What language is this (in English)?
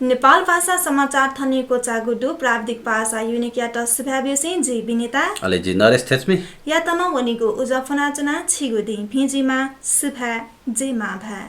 Newari